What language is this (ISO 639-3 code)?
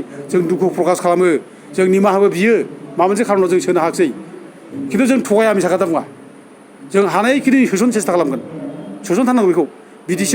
brx